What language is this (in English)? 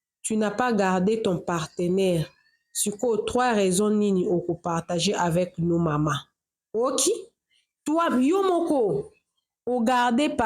Lingala